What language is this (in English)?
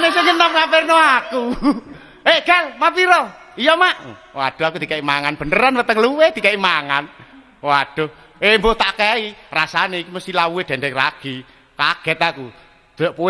Javanese